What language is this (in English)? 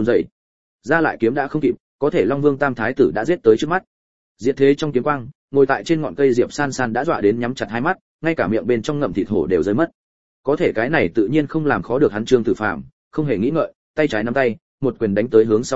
Vietnamese